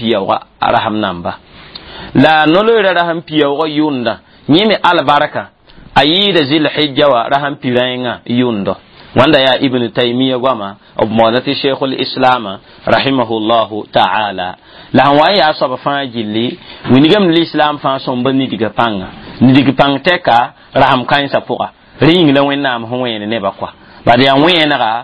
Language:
Mossi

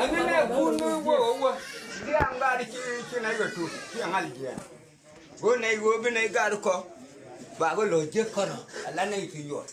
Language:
Nuer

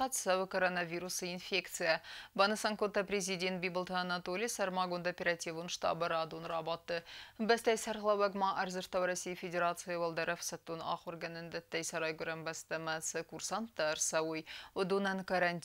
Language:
Ossetic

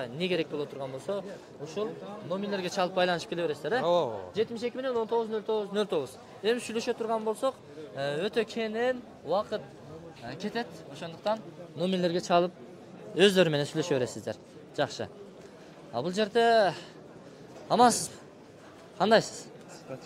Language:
Kyrgyz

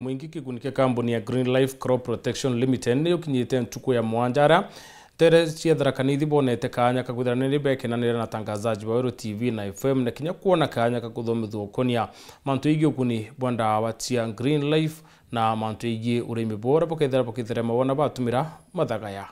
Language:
Meru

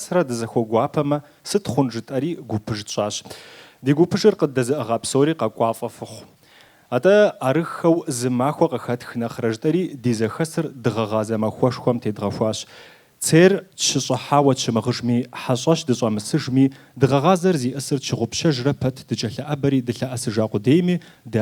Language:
Kabardian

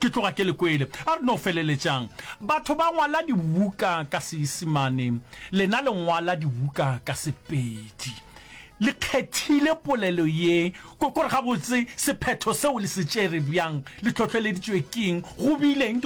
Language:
Northern Sotho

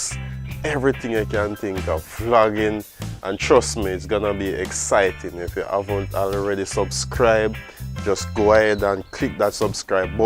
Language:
Jamaican Creole English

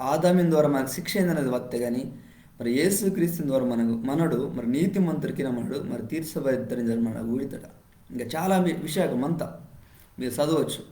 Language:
Koya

